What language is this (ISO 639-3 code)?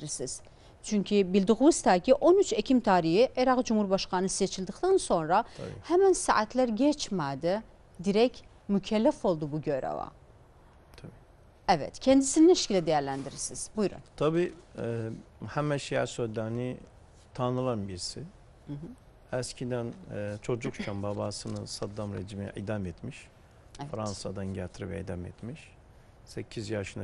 tur